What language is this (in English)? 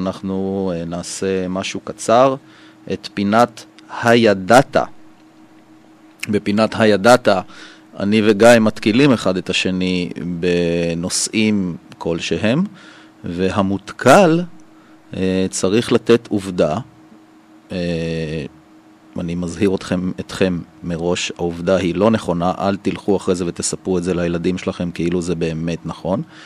Hebrew